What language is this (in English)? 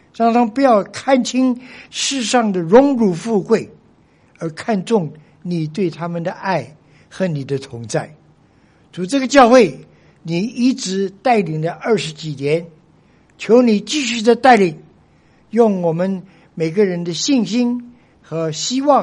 Chinese